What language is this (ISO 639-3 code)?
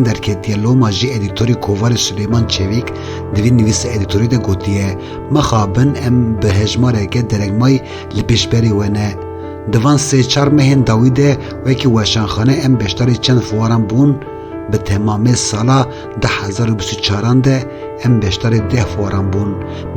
kur